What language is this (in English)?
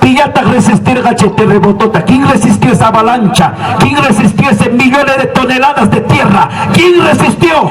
Ayacucho Quechua